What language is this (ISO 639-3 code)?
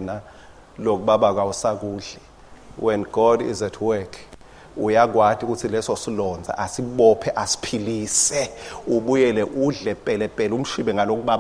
ssw